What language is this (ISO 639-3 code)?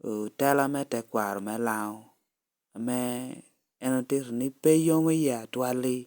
laj